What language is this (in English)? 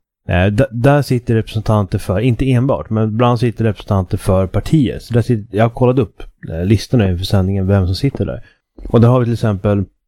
Swedish